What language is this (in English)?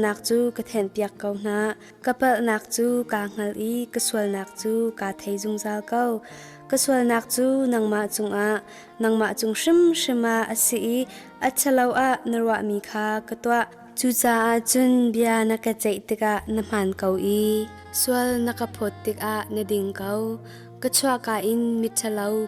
Hakha Chin